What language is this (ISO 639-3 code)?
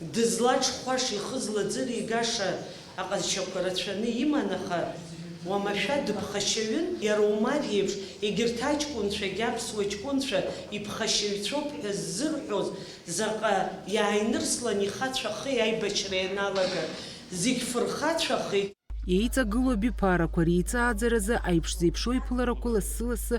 abk